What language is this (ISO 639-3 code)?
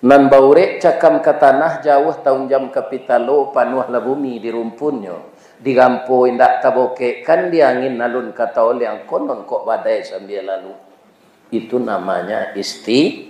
min